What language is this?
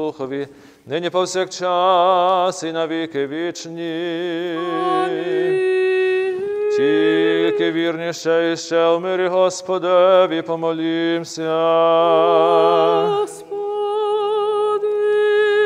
Ukrainian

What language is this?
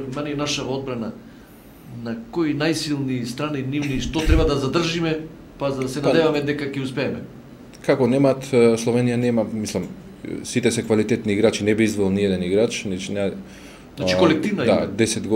Macedonian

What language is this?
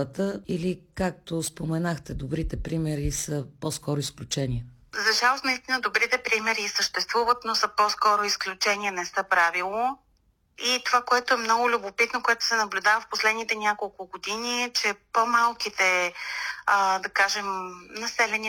Bulgarian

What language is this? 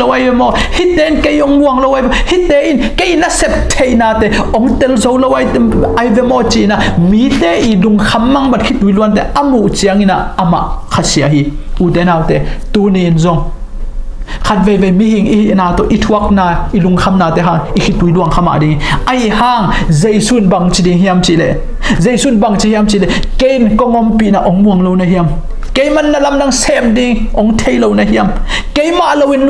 Tedim Chin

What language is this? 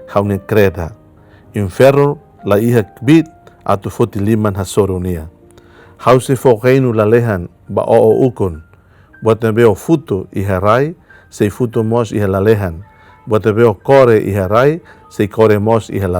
Tetum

